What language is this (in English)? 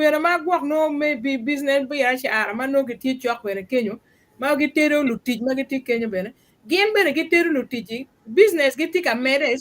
Acoli